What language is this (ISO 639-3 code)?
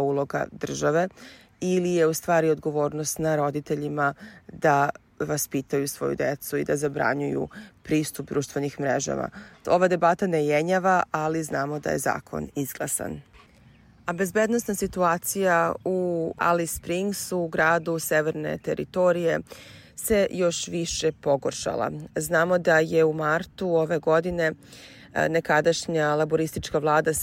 srp